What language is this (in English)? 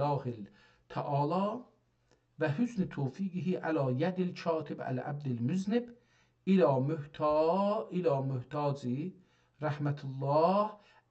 South Azerbaijani